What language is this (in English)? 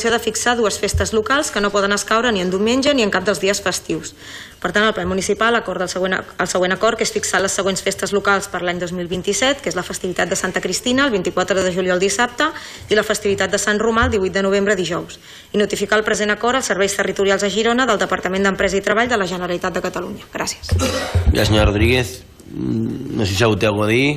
Catalan